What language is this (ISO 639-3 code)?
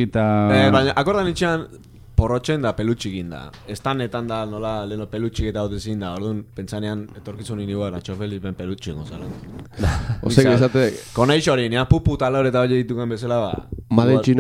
eus